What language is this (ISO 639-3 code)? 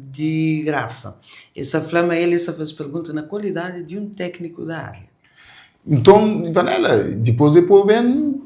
kea